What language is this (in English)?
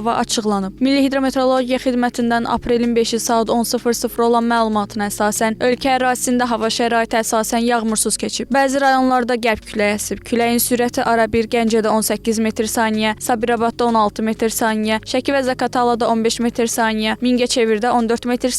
Azerbaijani